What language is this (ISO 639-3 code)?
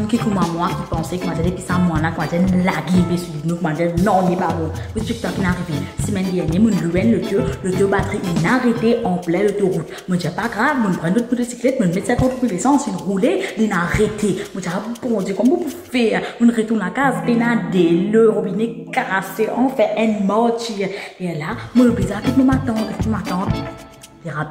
mfe